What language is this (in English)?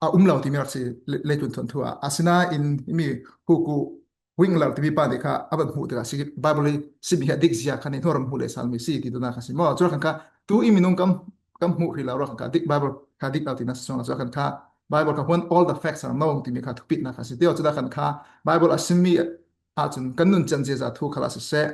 Falam Chin